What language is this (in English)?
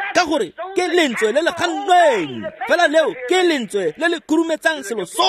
Tswana